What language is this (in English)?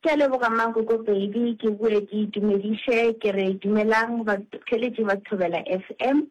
Northern Sotho